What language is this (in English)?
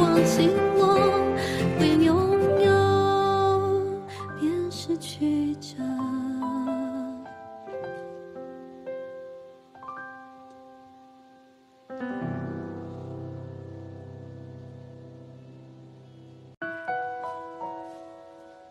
Chinese